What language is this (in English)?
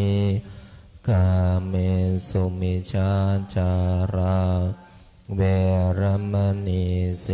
Pali